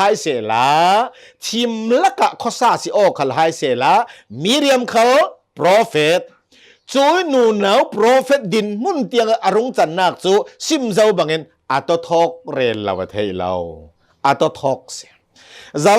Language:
Hakha Chin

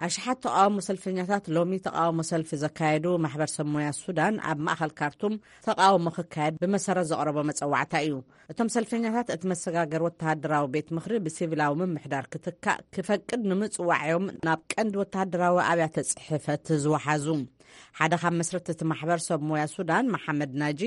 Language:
Tigrinya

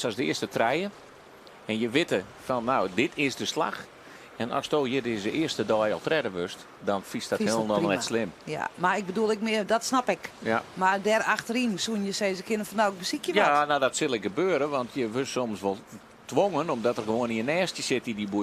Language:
Western Frisian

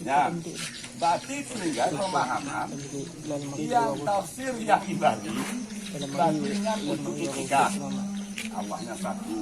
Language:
Achinese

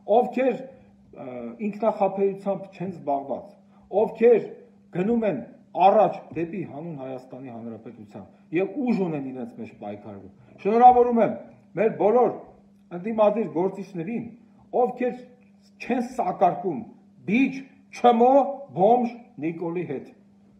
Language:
Armenian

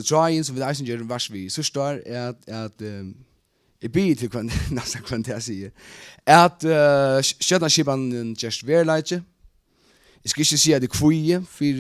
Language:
Faroese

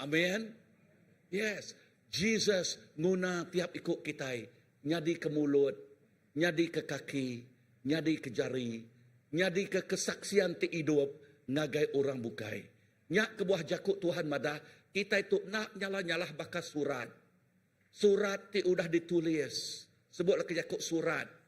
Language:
Iban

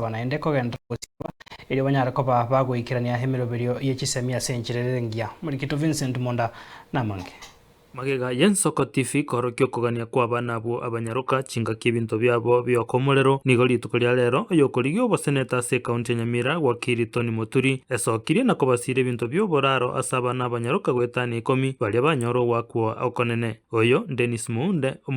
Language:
Gusii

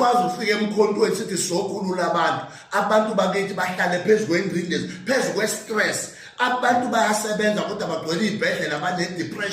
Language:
Zulu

